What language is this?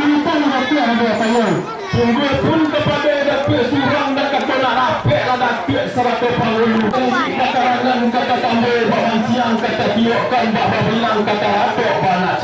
Minangkabau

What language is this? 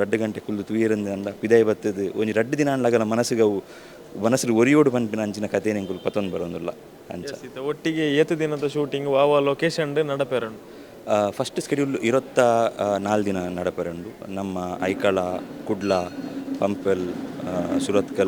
Tulu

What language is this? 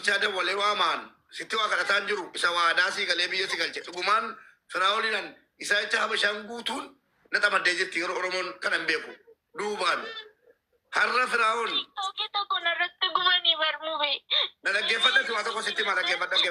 Oromo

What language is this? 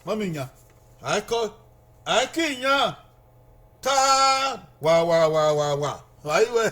Bini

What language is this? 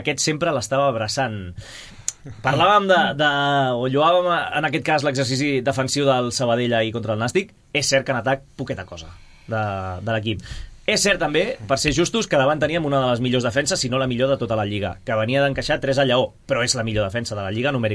Catalan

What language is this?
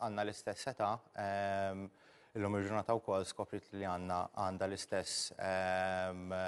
Maltese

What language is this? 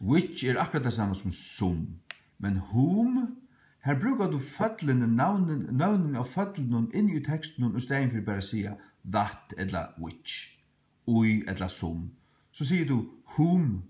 Faroese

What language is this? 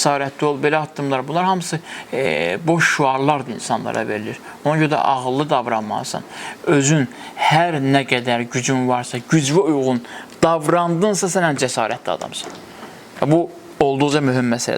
Azerbaijani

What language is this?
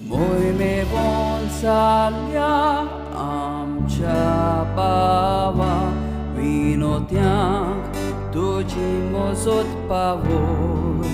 Konkani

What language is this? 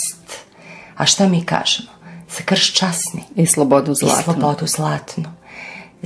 Serbian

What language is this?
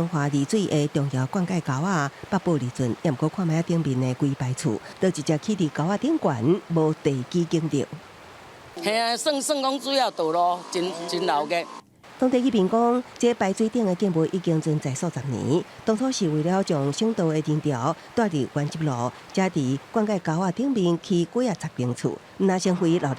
Min Nan Chinese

